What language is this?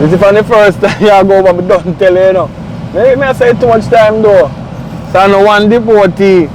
Jamaican Creole English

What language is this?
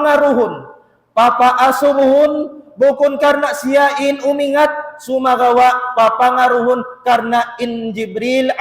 Tausug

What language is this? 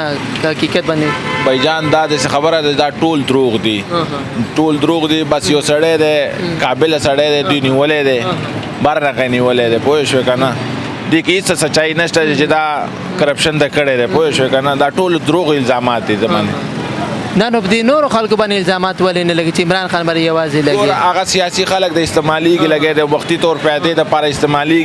Pashto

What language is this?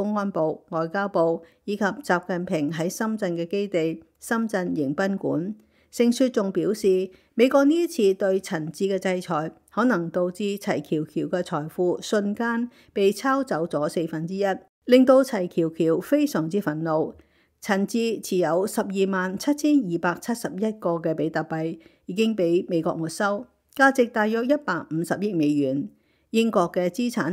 Cantonese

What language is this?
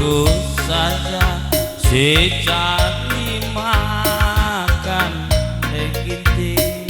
Batak Karo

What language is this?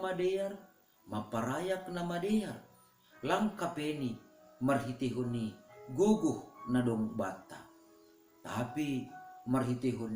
Batak Simalungun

